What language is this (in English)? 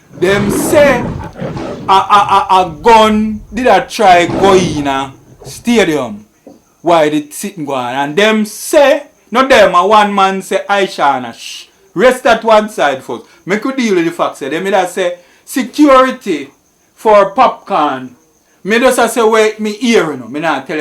Jamaican Creole English